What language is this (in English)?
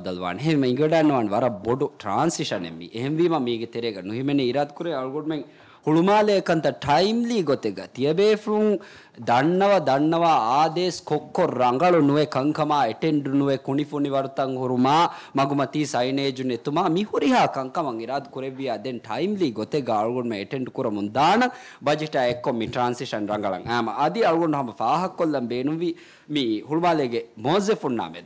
Divehi